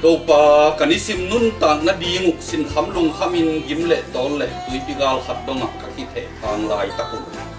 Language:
Tedim Chin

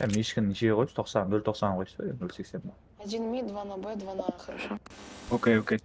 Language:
Kara-Kalpak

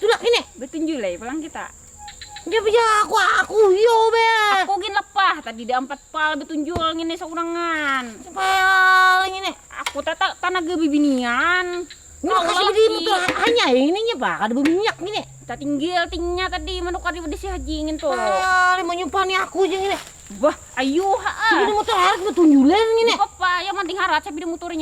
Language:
Banjar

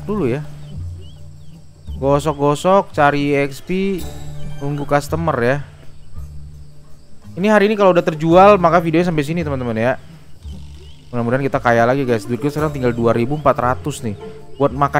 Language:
Indonesian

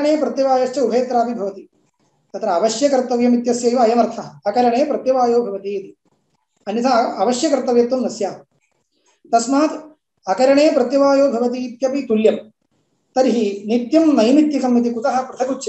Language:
Sanskrit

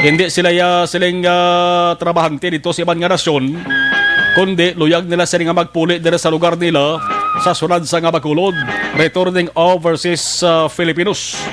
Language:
Hiligaynon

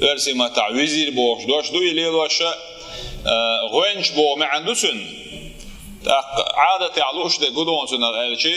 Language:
Chechen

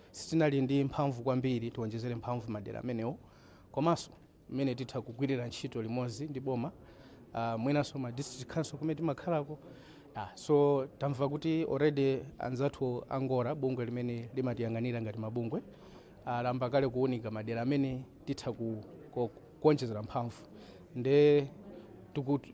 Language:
Nyanja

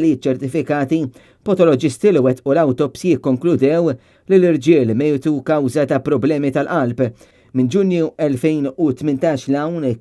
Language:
Maltese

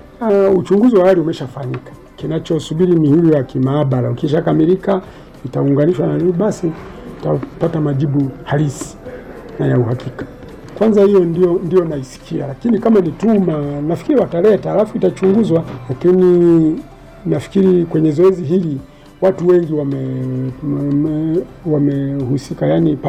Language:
Swahili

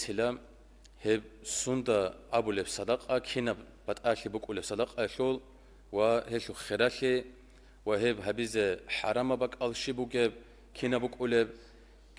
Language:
Avaric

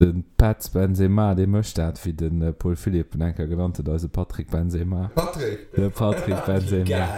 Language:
Luxembourgish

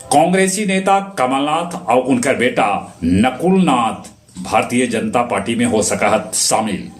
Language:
Magahi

